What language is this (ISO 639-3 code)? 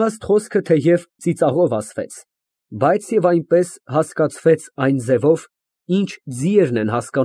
hye